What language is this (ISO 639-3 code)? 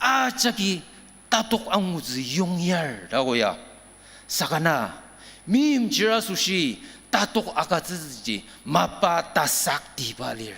njo